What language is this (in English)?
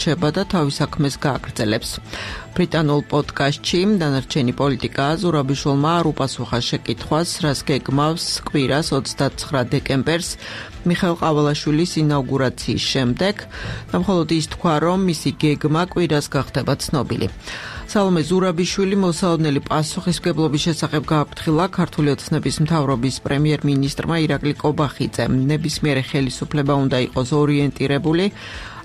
Georgian